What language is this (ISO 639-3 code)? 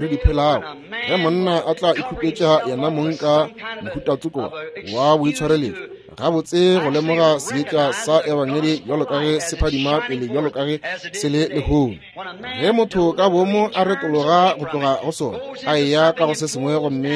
nso